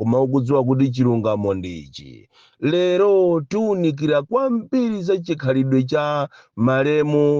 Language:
Nyanja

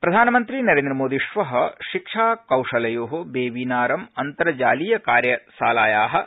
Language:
Sanskrit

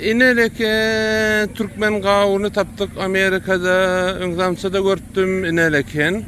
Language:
Turkmen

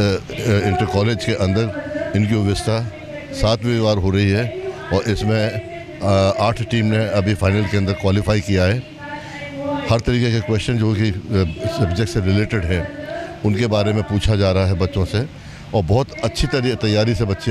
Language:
Hindi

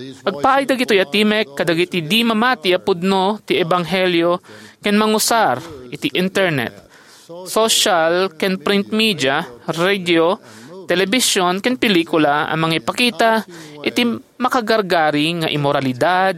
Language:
Iloko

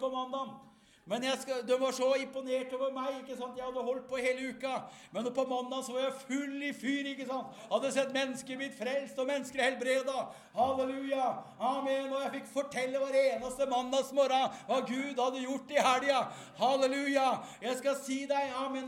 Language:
Norwegian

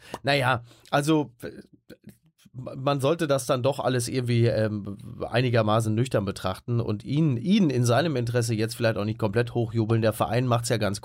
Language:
German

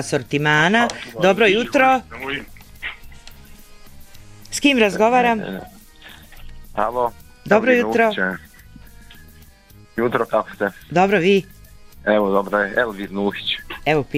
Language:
Bosnian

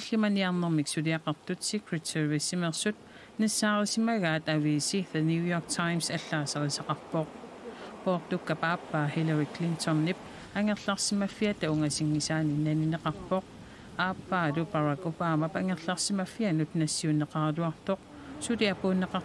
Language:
Kalaallisut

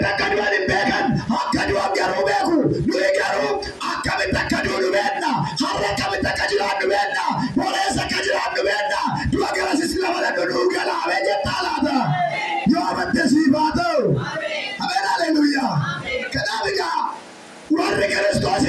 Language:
Oromo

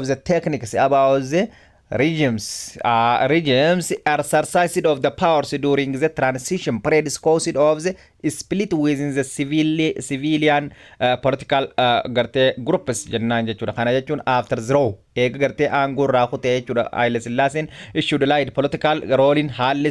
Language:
Oromo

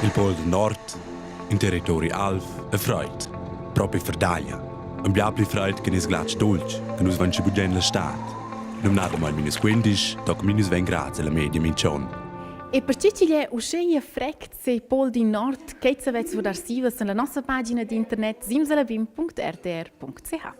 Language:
Romansh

